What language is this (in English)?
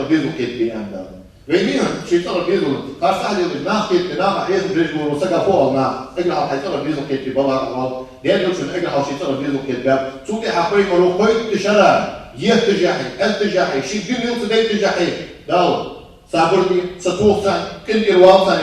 Ingush